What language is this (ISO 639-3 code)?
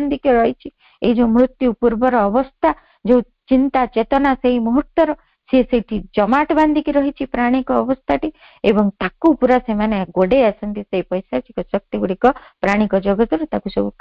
ori